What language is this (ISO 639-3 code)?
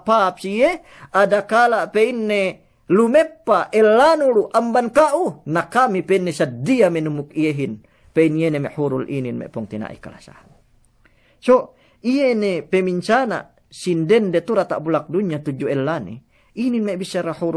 yka